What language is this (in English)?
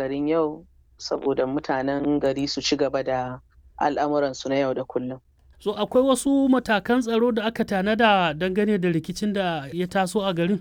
Hausa